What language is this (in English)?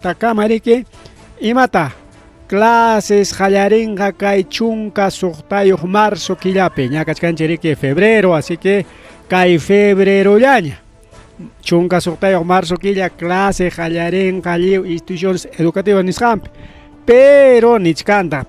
Ayacucho Quechua